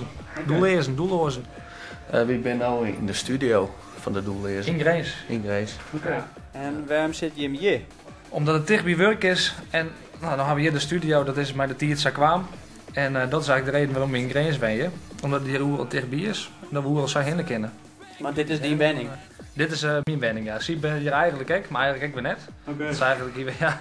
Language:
Western Frisian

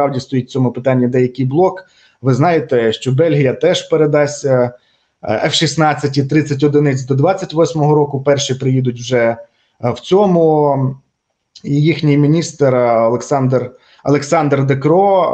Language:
Ukrainian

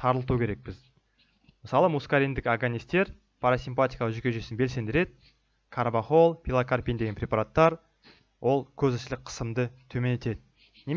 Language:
Kazakh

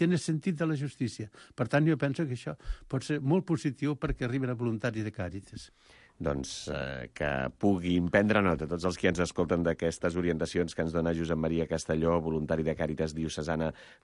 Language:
Catalan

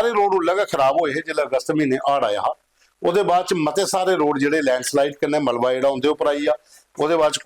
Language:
Dogri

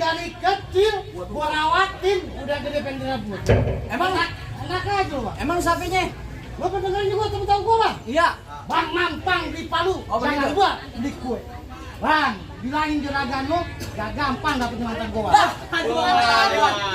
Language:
Betawi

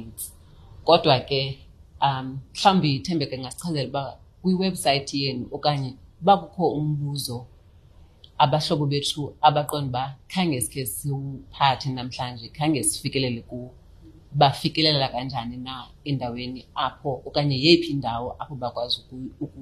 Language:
Xhosa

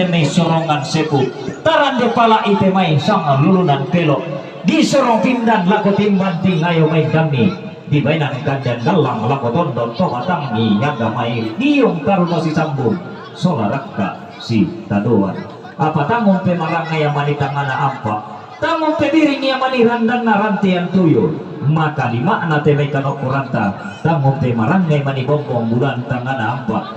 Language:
Toraja-Sa'dan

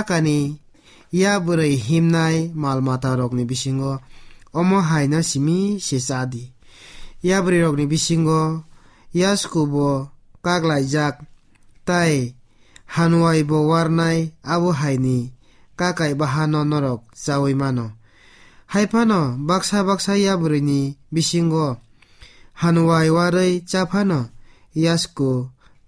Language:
Kok Borok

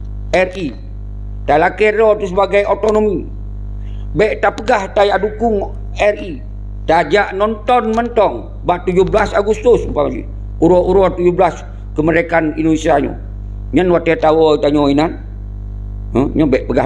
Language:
Achinese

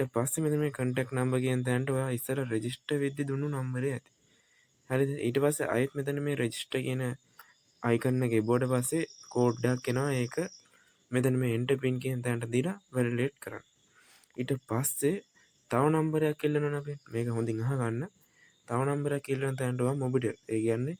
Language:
Sinhala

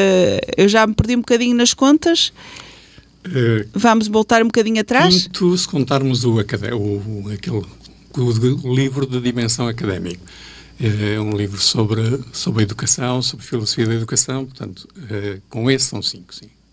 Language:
Portuguese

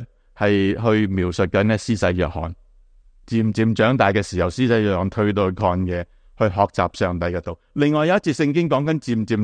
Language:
Cantonese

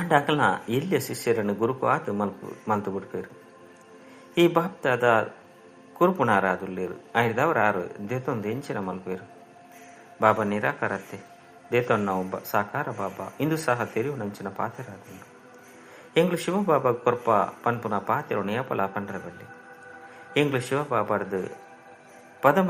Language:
Tulu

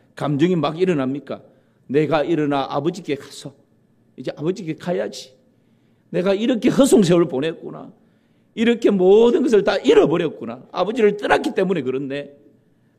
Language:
Korean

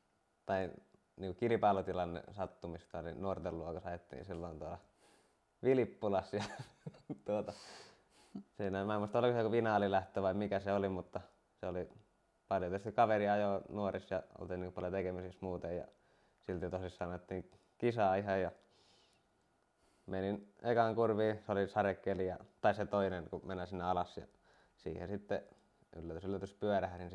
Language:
Finnish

